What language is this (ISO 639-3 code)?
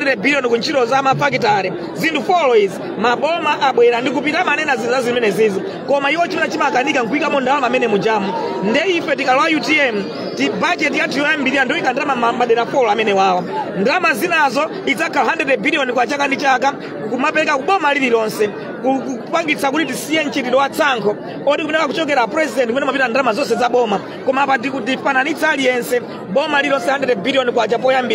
nya